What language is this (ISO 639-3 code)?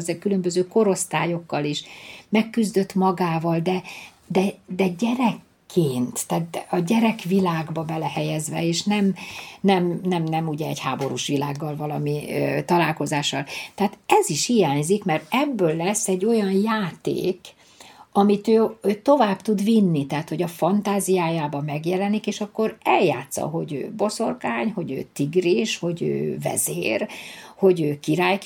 hun